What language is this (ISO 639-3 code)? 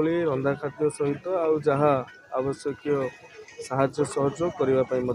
ori